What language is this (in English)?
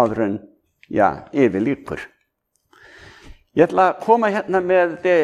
Icelandic